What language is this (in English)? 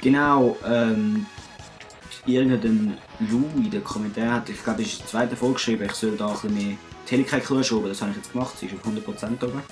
Swiss German